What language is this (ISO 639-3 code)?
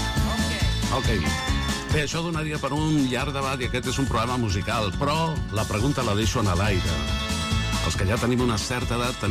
cat